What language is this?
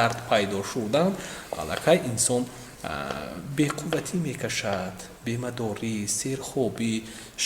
Tajik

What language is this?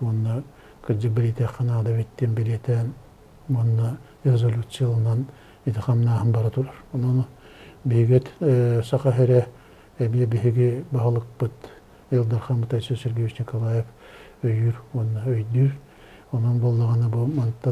Yakut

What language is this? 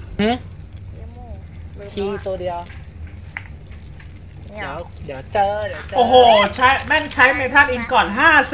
Thai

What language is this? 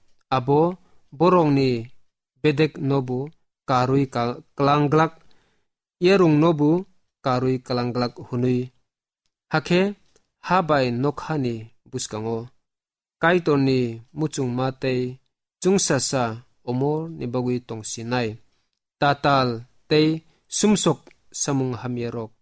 Kok Borok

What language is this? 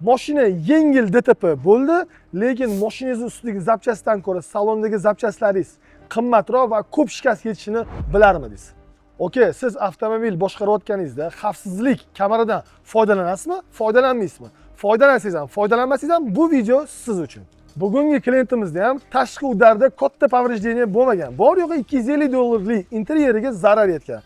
Uzbek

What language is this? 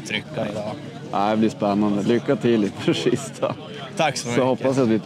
Swedish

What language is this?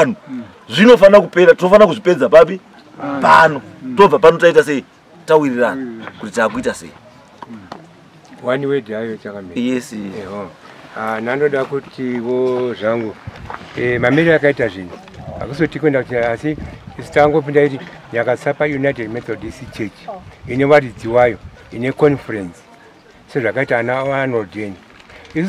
Shona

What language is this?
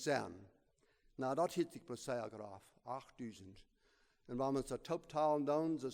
Plautdietsch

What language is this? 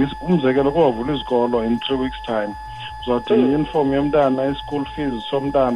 Xhosa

